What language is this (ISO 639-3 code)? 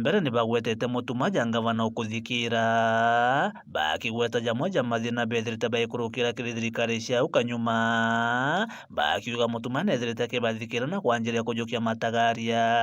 mer